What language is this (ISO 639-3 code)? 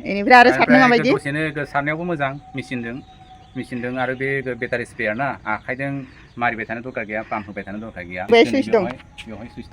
brx